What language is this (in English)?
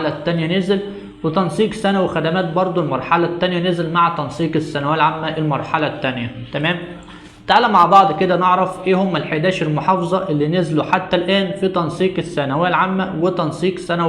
Egyptian Arabic